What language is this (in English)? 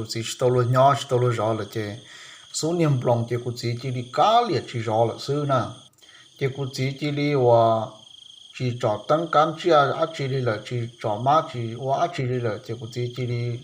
Hmong